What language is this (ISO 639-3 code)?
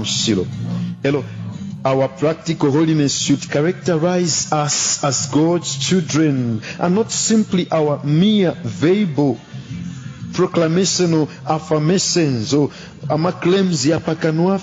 bem